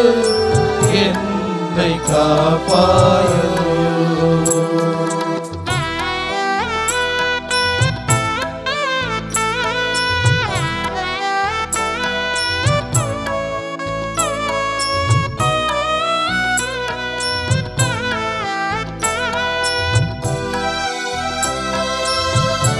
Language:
Tamil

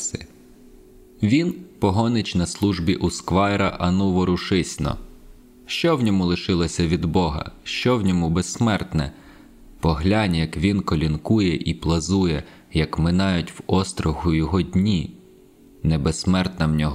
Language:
Ukrainian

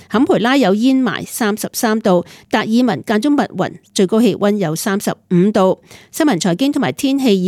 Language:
Cantonese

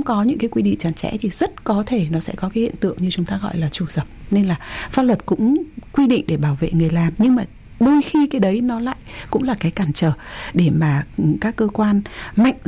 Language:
Vietnamese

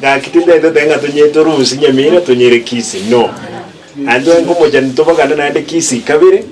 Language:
Gusii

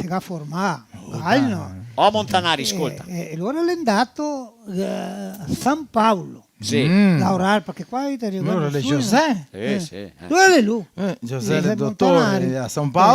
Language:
Venetian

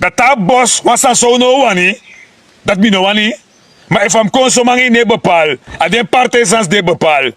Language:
Sranan Tongo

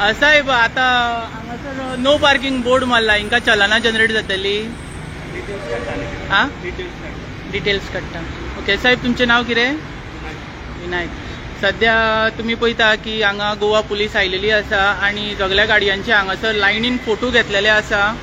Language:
Konkani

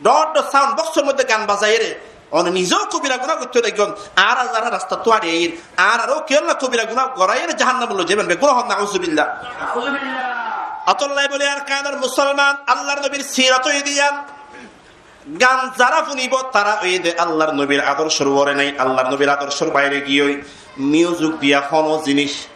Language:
Rohingya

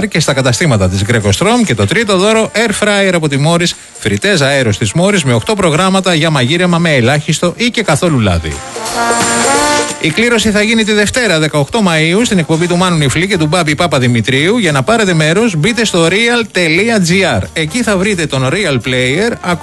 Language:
Greek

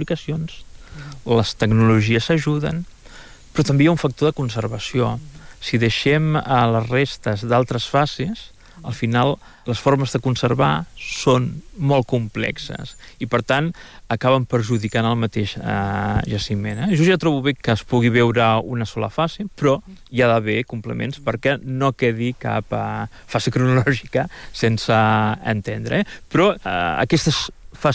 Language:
Catalan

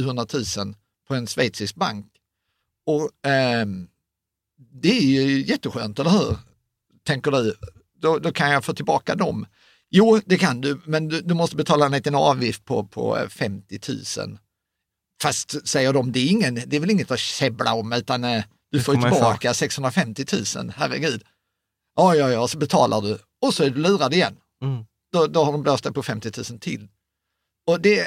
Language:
Swedish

